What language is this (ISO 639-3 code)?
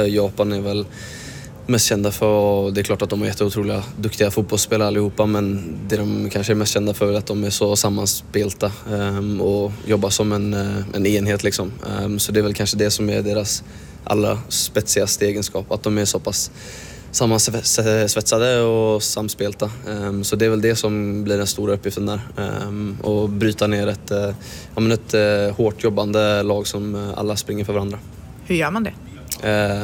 swe